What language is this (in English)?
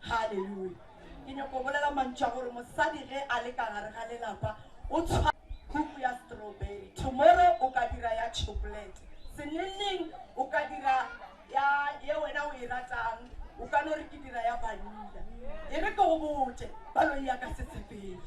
Northern Sotho